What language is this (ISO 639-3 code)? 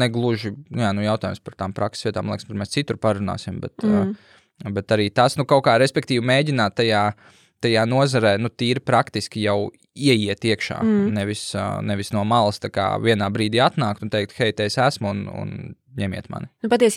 lav